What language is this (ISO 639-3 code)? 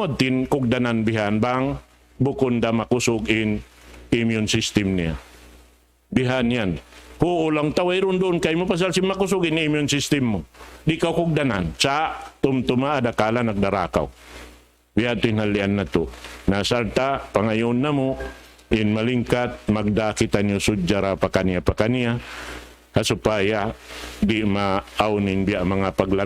tsg